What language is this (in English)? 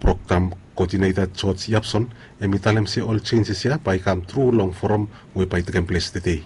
Bislama